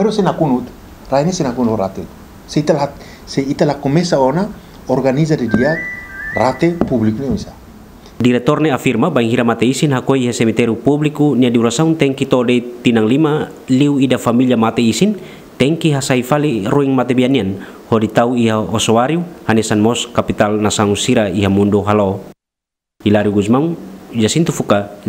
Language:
Tetum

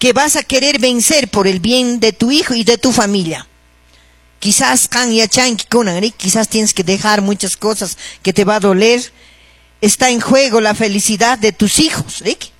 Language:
Quechua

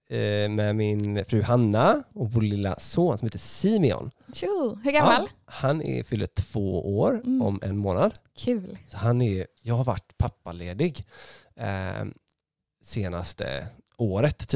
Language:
Swedish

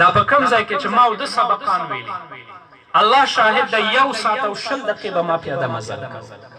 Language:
Pashto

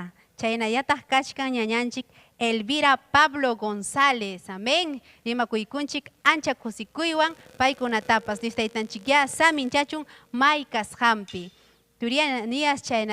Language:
Ayacucho Quechua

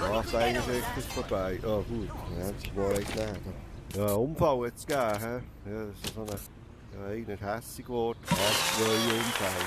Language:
Swiss German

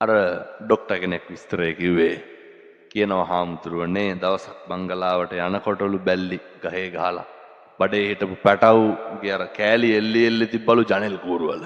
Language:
Sinhala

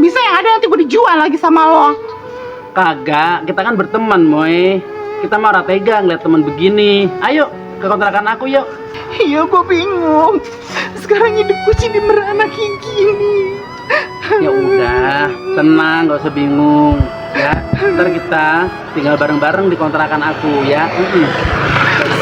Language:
Betawi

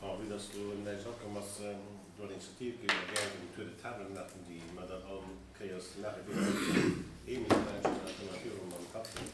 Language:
Luxembourgish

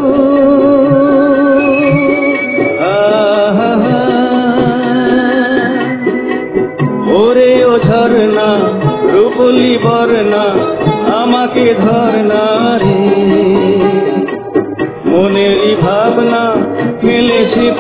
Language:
Bangla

